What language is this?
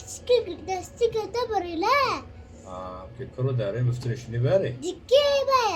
Kurdish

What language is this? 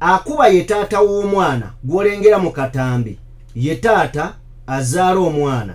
Ganda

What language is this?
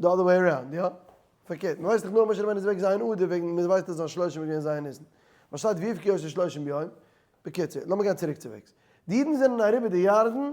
Yiddish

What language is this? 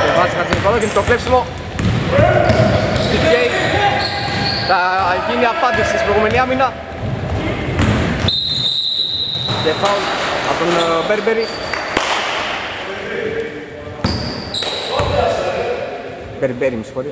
Greek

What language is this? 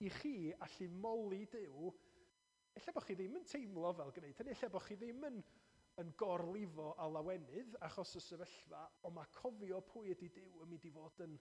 Welsh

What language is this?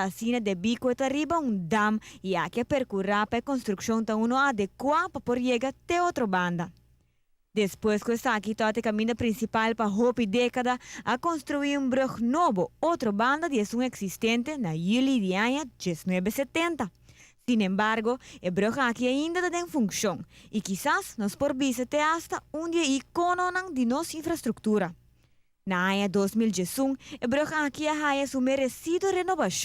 Papiamento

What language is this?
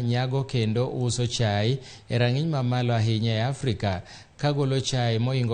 Luo (Kenya and Tanzania)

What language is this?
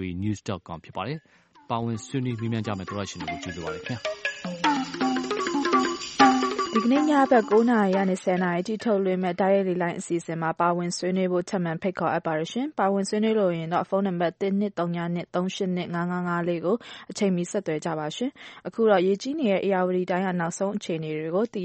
Burmese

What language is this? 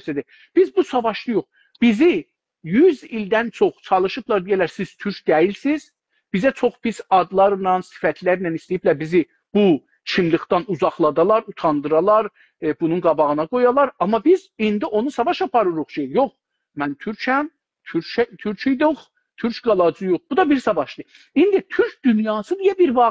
South Azerbaijani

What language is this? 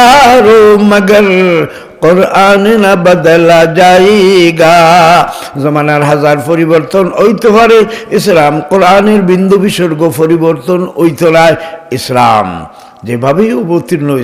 Sylheti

